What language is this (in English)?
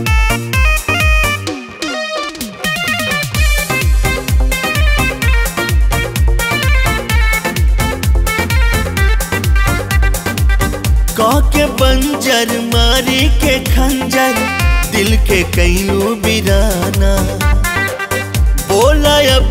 Bhojpuri